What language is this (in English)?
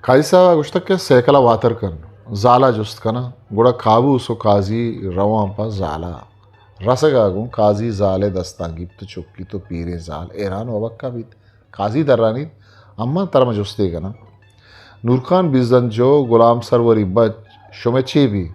Eastern Balochi